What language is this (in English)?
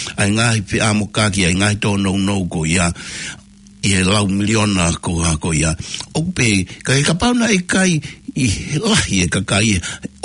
Tongan